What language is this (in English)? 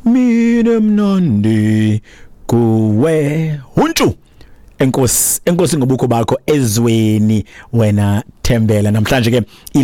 Xhosa